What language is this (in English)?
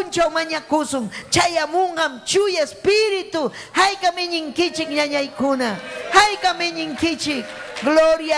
Ayacucho Quechua